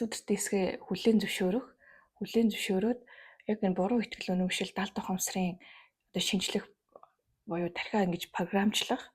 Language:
Mongolian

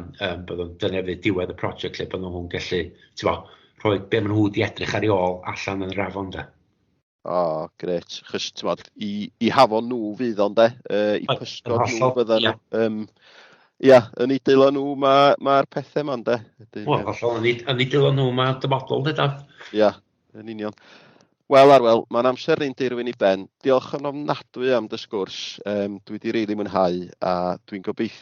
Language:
Welsh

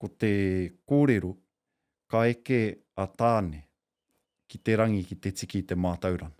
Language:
Māori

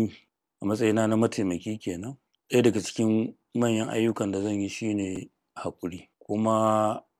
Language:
Hausa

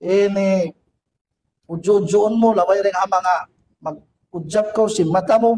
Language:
Tausug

